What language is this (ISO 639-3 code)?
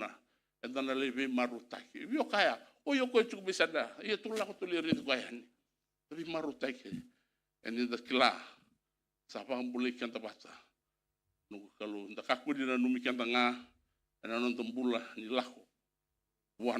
fij